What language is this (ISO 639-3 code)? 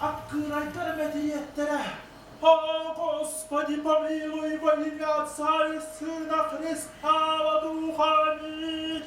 sah